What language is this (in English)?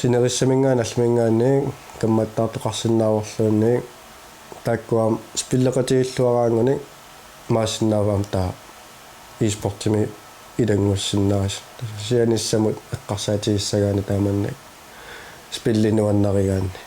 Kalaallisut